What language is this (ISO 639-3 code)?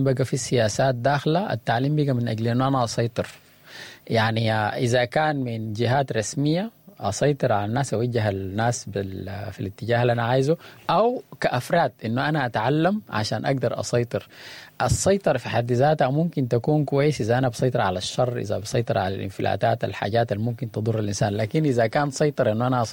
apd